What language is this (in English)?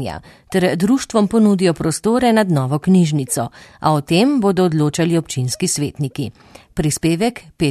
Slovenian